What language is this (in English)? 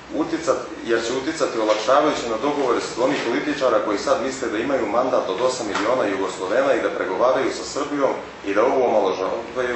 Serbian